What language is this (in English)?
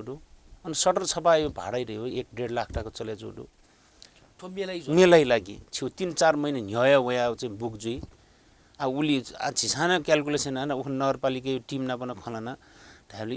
Newari